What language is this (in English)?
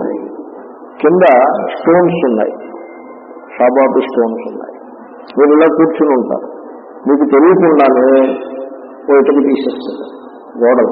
Telugu